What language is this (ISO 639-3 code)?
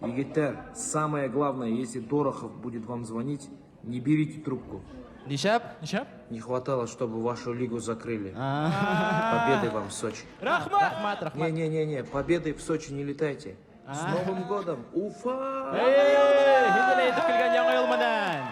bak